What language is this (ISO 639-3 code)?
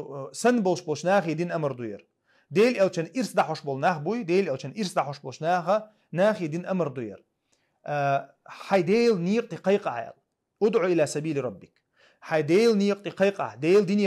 che